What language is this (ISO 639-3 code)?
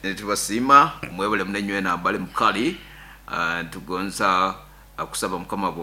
nyn